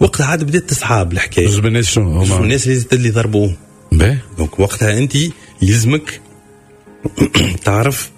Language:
Tunisian Arabic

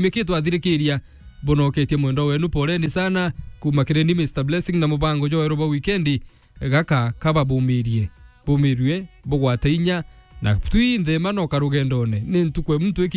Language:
Meru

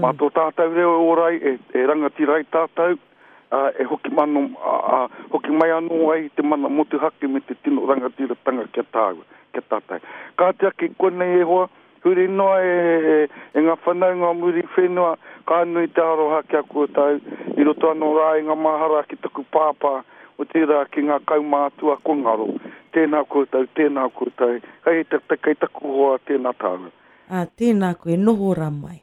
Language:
Māori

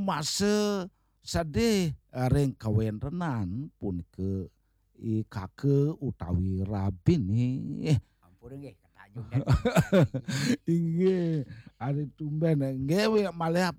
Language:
Balinese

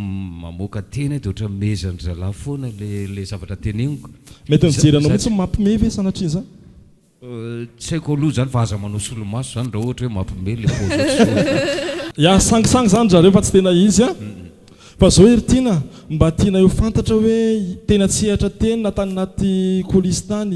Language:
Malagasy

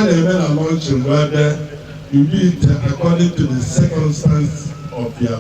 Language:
Igbo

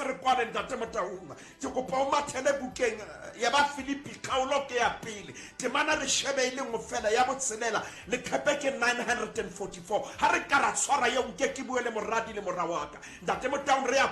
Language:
Southern Sotho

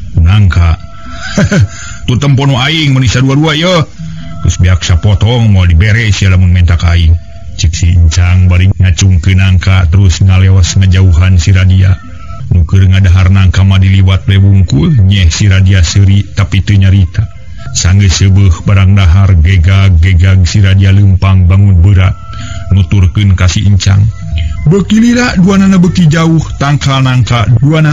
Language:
Sundanese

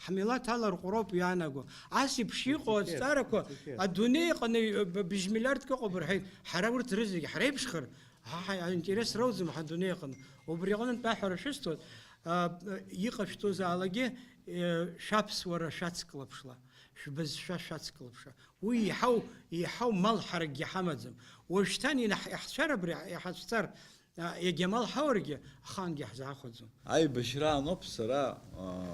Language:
Abkhazian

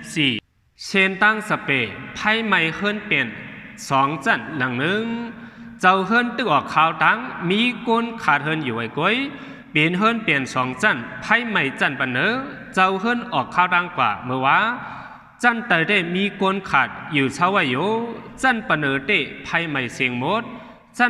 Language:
Shan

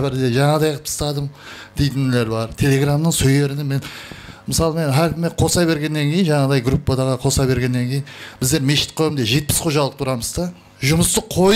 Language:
Kara-Kalpak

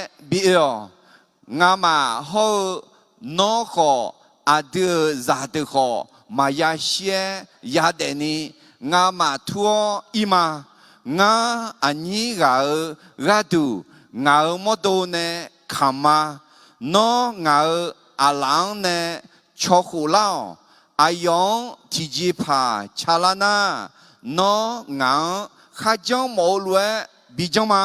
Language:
Akha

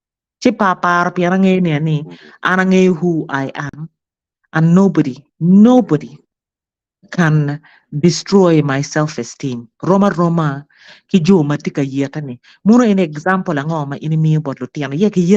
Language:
Acoli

